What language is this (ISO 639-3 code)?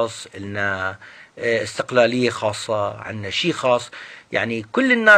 apc